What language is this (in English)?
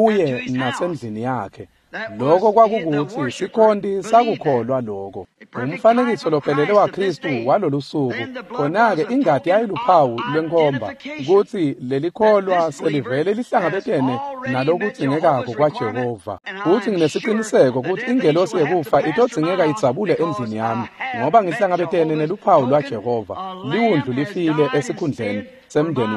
Swati